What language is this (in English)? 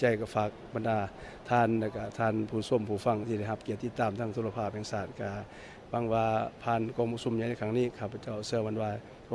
Lao